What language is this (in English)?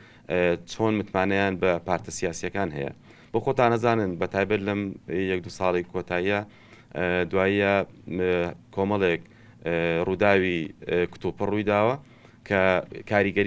Central Kurdish